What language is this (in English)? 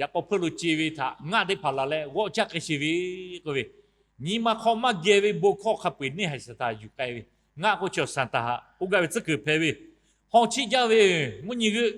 Lahu